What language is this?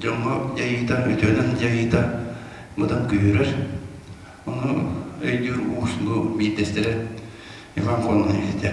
Yakut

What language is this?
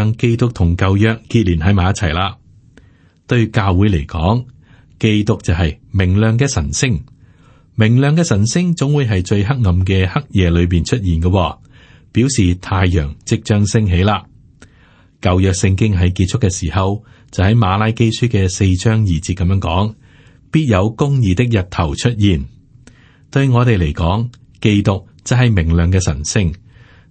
Cantonese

